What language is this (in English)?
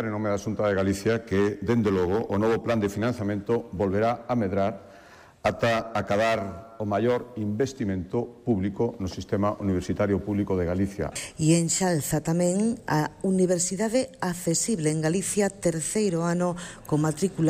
Galician